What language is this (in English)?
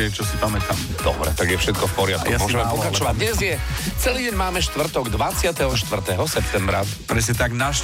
Slovak